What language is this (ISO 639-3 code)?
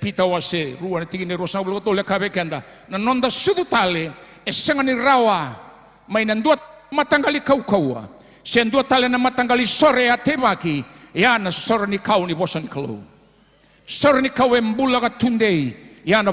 fij